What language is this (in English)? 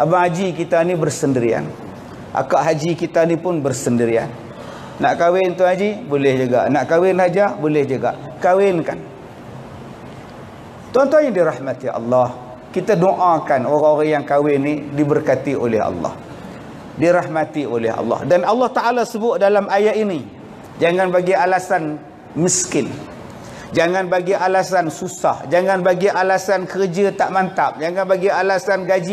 Malay